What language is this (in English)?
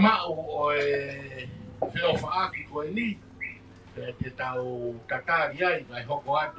Tongan